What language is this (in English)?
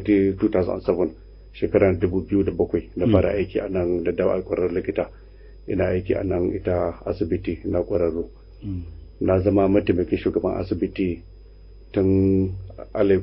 Hausa